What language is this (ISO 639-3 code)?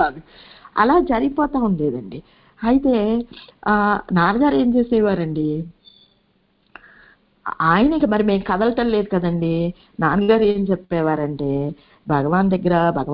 tel